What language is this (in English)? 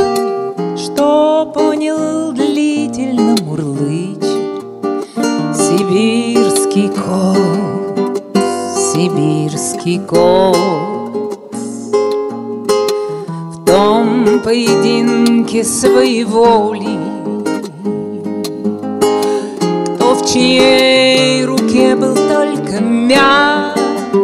Russian